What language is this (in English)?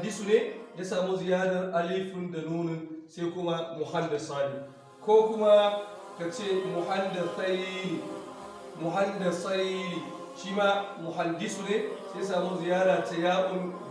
Hausa